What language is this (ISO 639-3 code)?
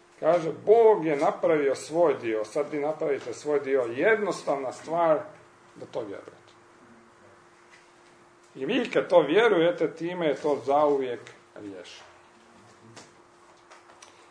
hrv